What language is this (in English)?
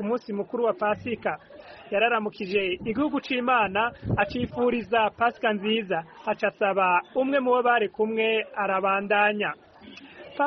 Rundi